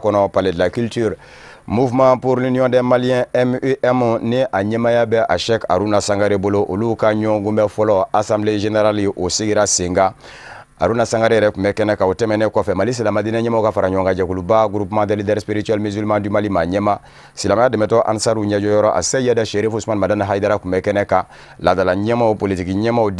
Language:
Bambara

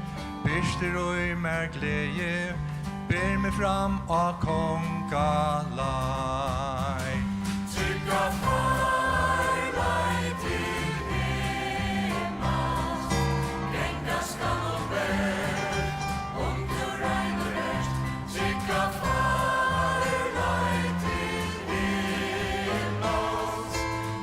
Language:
Faroese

